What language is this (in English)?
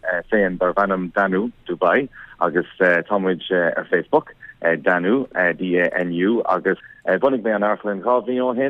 Irish